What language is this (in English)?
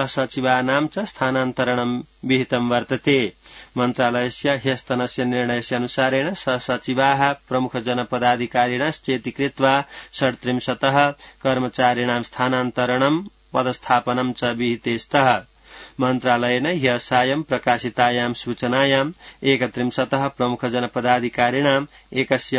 Sanskrit